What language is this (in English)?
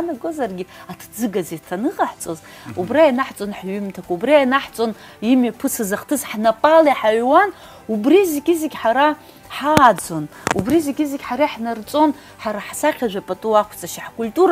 Abkhazian